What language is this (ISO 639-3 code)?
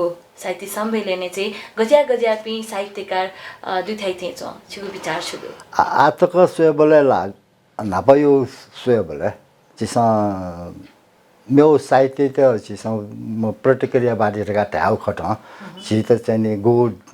new